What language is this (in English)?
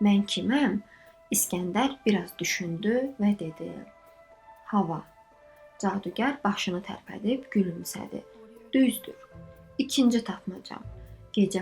Azerbaijani